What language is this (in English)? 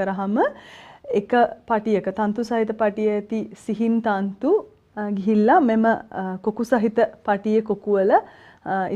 Sinhala